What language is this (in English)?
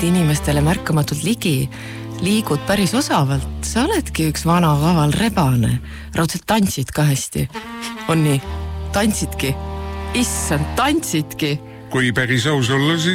Estonian